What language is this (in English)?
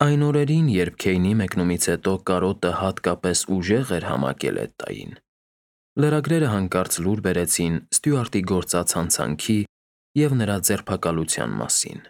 Armenian